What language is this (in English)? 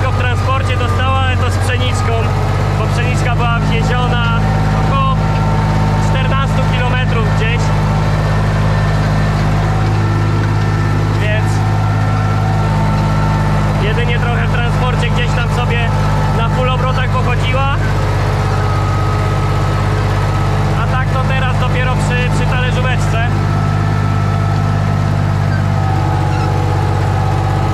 Polish